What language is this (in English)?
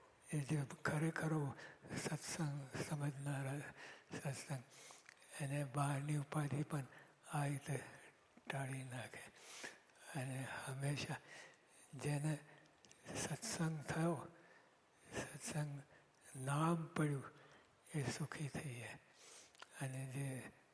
Gujarati